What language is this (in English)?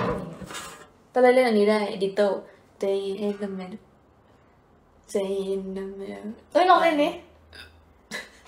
Thai